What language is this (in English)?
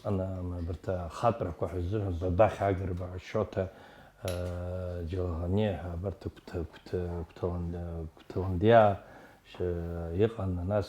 Abkhazian